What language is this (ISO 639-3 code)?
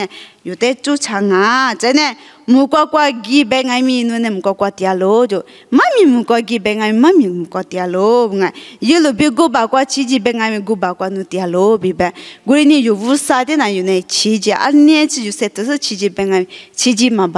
lis